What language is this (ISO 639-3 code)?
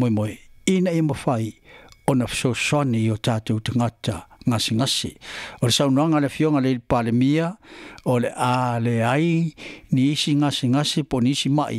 smo